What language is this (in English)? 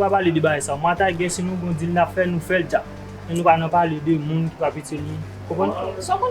Haitian Creole